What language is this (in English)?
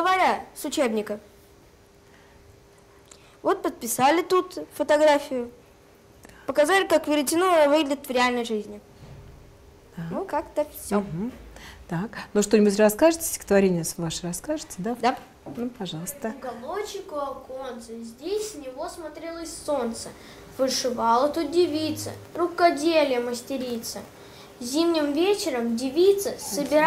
Russian